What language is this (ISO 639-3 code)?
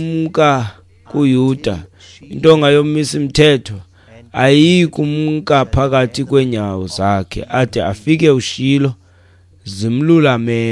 xho